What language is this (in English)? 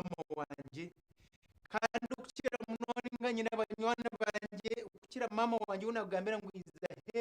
Nyankole